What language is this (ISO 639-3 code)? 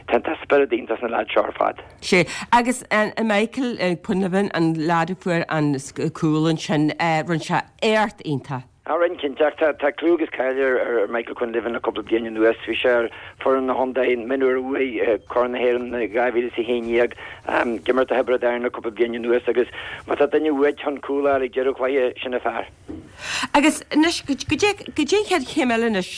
gle